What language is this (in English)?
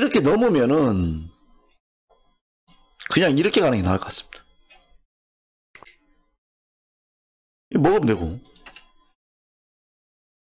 Korean